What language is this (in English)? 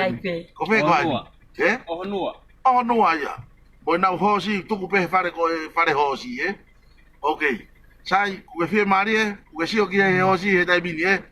Tongan